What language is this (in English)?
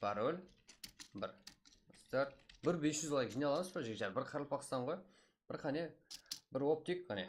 Kara-Kalpak